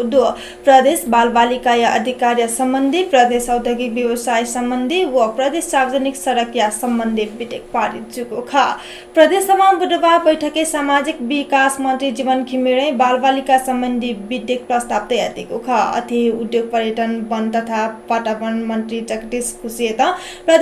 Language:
Newari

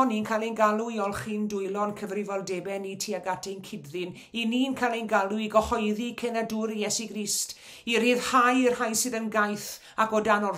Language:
Welsh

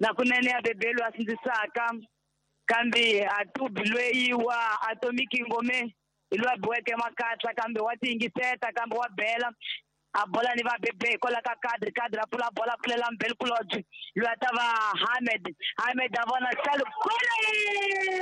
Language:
Tsonga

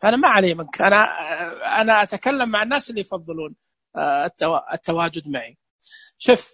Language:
Najdi Arabic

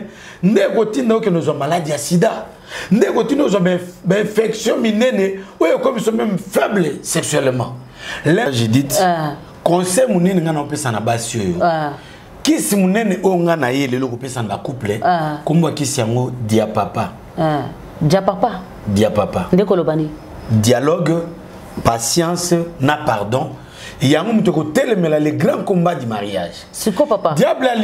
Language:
Lingala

